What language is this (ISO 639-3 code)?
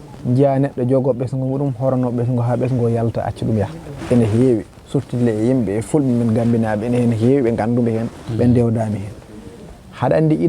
ful